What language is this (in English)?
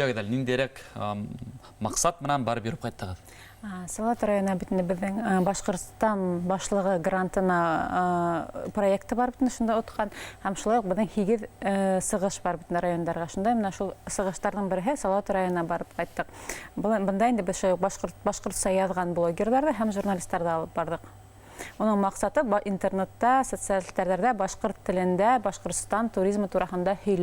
Bashkir